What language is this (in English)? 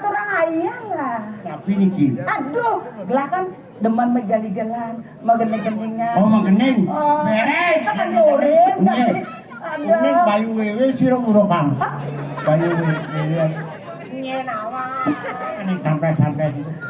Balinese